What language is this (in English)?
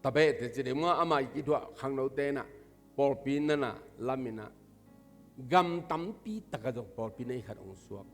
Tedim Chin